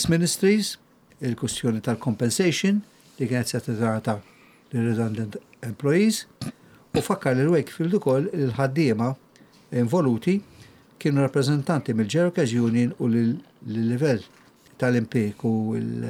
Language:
Maltese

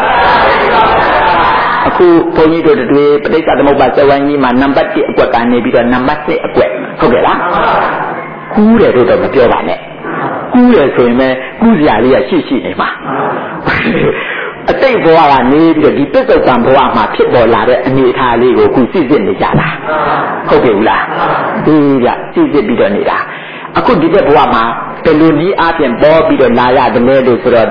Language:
Burmese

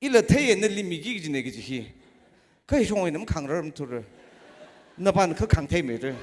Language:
Tangkhul Naga (India)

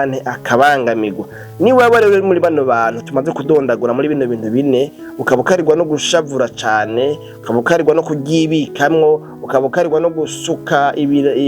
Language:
Rundi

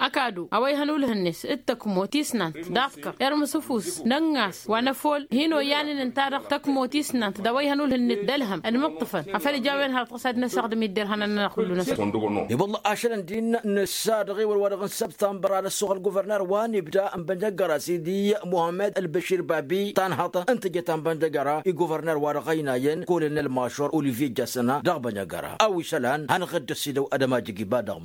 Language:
Tamasheq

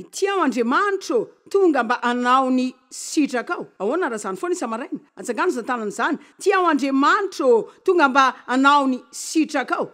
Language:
Malagasy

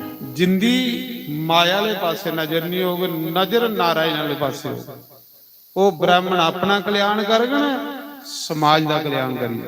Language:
Dogri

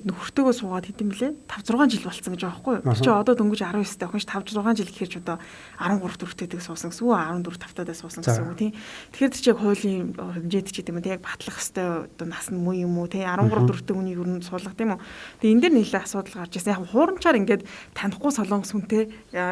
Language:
Mongolian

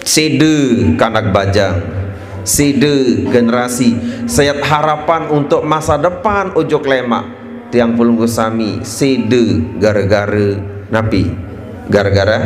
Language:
Sasak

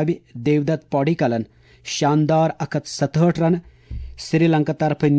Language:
Kashmiri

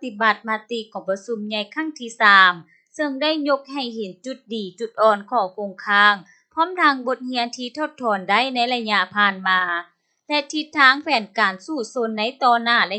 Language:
Lao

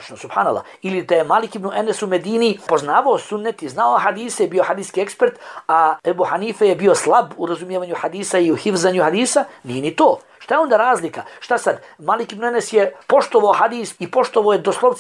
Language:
Bosnian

